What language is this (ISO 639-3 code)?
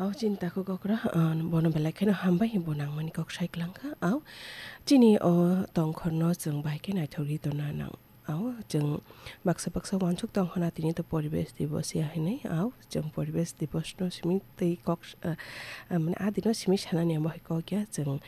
trp